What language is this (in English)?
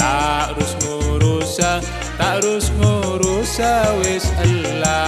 Madurese